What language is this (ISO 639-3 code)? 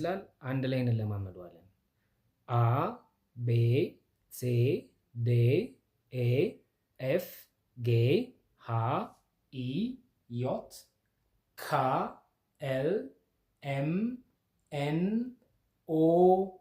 amh